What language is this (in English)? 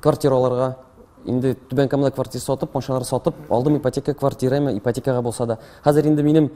Tatar